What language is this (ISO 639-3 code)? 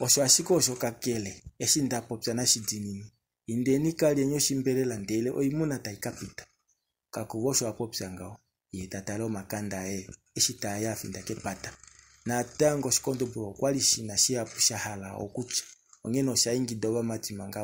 kua